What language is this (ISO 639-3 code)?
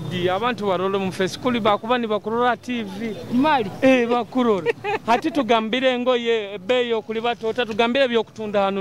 nyo